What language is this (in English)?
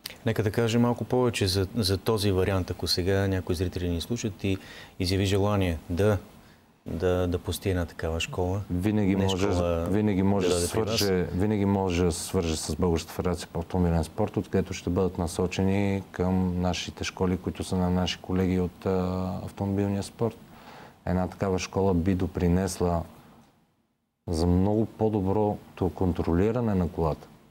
Bulgarian